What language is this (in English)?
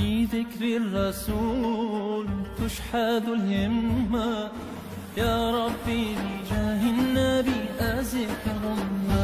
Kurdish